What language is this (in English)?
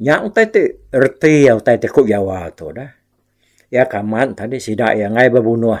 Iban